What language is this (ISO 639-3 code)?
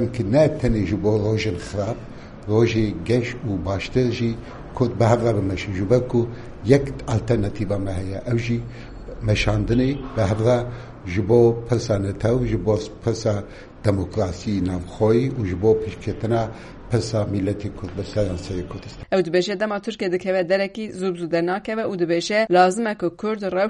kur